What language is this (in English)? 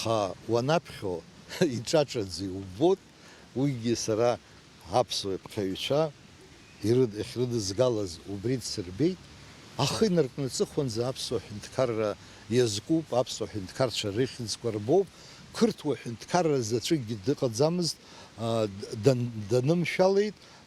Abkhazian